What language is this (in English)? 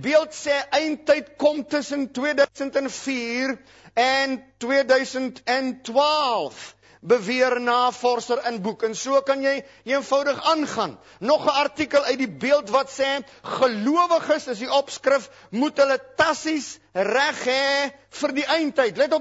Afrikaans